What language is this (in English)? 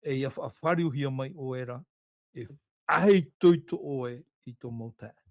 Tahitian